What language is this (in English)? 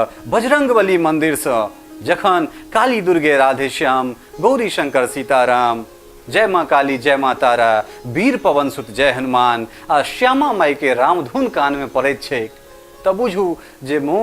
Maithili